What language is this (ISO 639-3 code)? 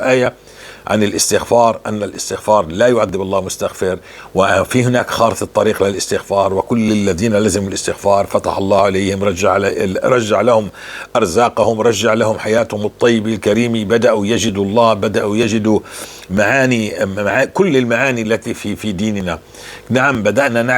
apc